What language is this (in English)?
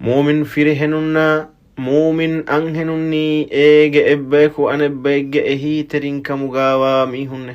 Divehi